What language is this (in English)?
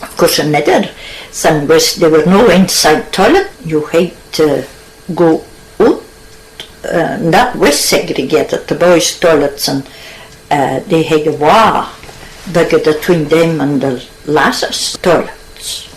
Scots